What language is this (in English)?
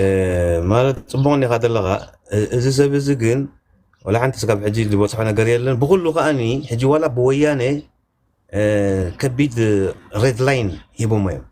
Tigrinya